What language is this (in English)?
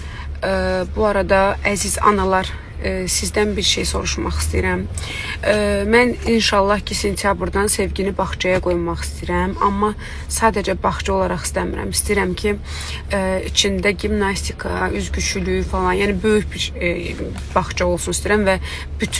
Azerbaijani